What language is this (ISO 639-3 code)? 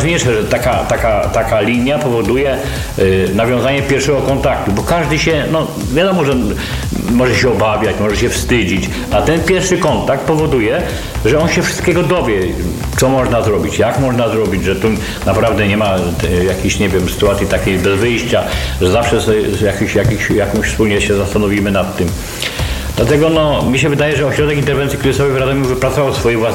pol